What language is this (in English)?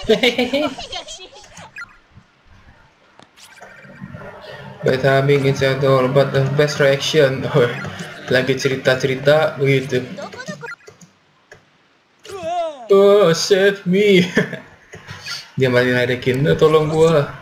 Indonesian